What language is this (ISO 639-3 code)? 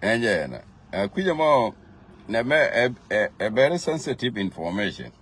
nus